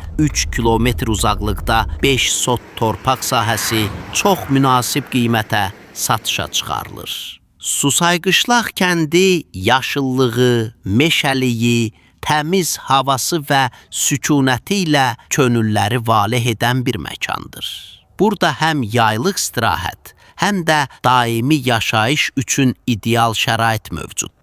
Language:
Azerbaijani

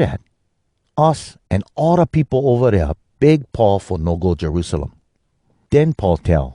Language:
Hawai'i Creole English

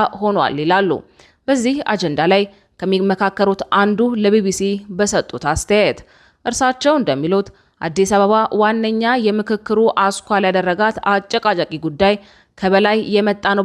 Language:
Amharic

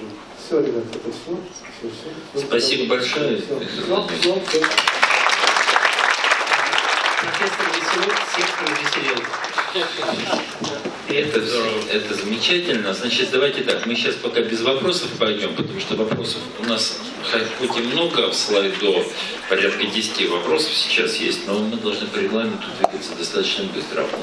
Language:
Russian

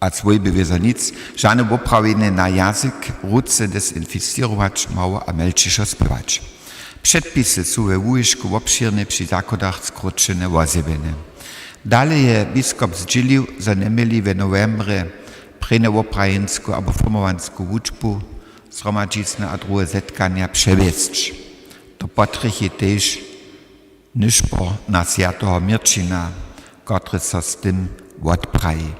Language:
Upper Sorbian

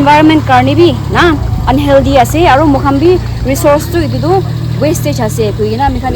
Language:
Naga Pidgin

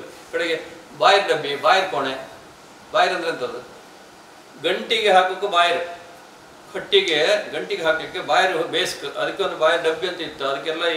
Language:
Kannada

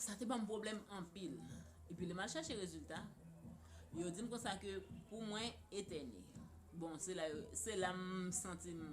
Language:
Haitian Creole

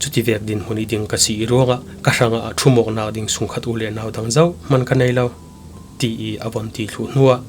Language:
Falam Chin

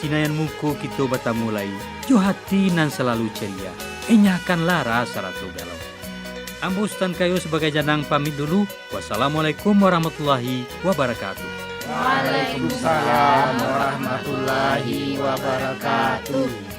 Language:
Minangkabau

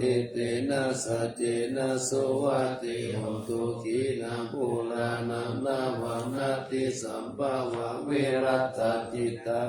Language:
Pali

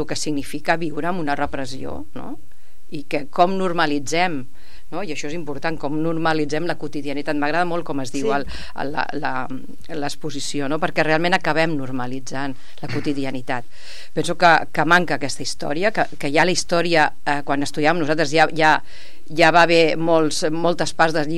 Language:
Catalan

